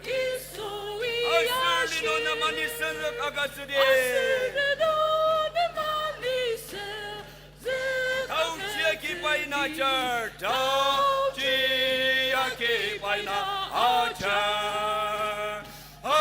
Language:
Ao Naga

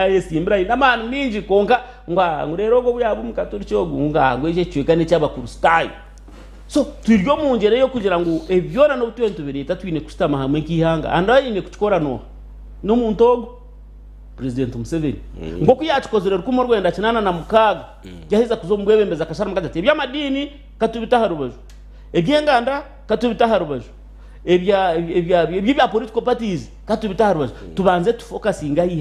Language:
Nyankole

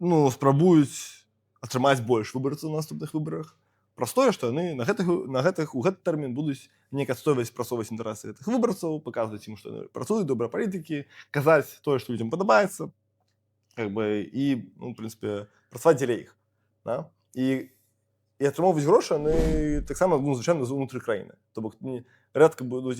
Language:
Belarusian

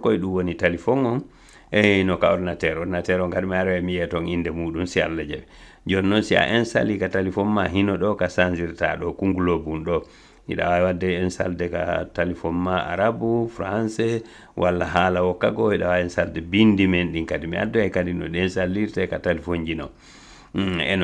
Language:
Fula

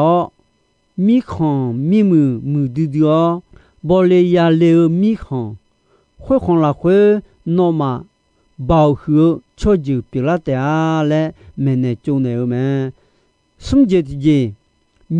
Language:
Akha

